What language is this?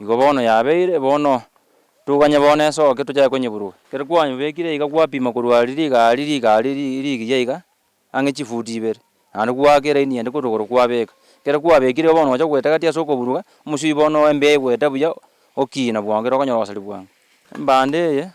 Gusii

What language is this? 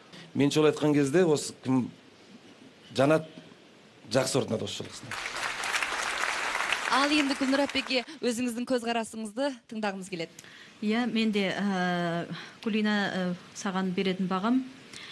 Kazakh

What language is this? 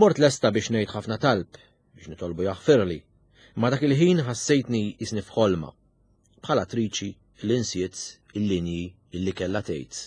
Maltese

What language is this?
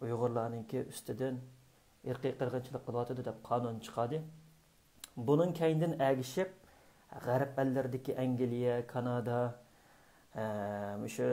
Uyghur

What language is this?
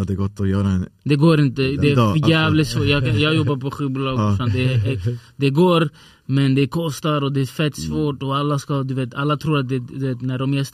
Swedish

